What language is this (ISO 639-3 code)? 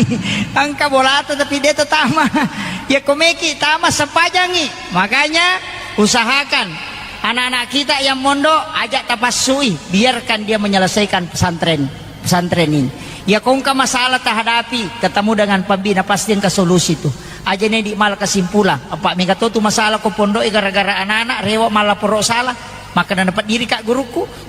bug